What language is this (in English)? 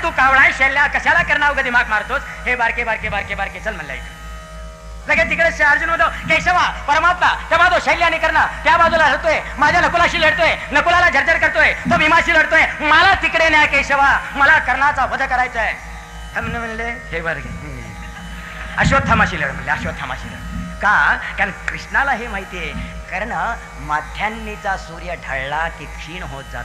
Marathi